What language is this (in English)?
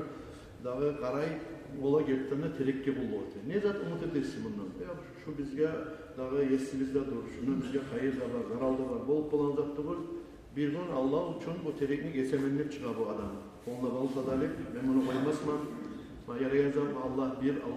Kumyk